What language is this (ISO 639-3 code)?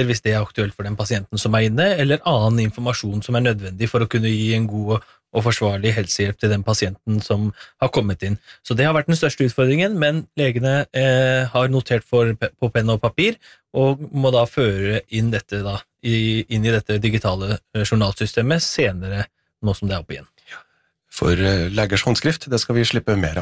nor